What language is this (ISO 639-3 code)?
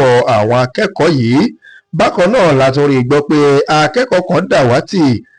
yor